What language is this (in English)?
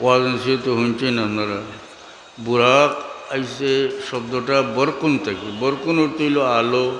Sylheti